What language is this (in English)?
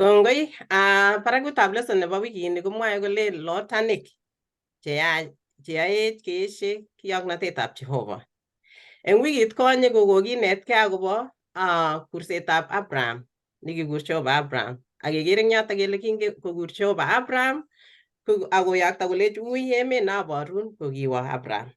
Kalenjin